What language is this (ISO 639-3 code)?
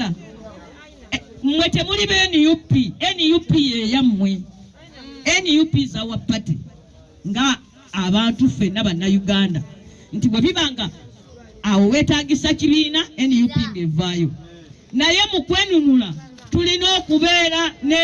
lug